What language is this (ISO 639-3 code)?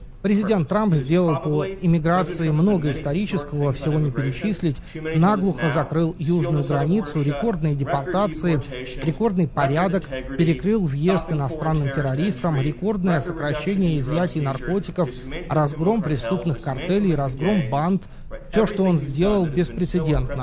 rus